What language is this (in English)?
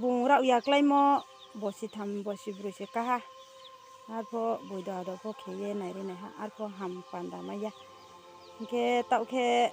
Riang (India)